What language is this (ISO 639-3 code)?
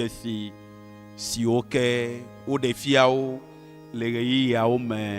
ewe